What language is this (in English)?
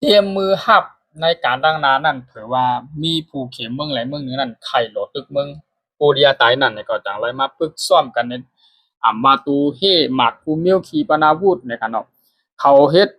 Shan